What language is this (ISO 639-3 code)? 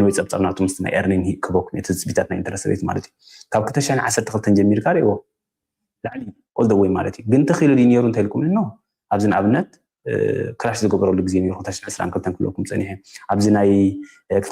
tir